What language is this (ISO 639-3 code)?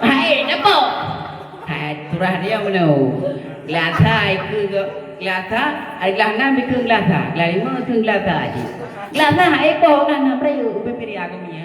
ace